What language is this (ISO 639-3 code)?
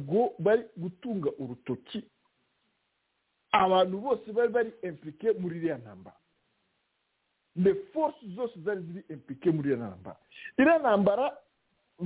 kin